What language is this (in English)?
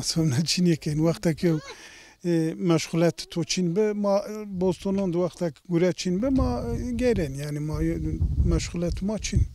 Zaza